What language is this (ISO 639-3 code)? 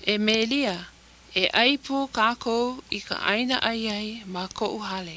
haw